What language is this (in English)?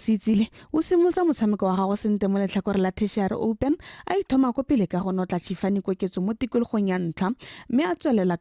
Tswana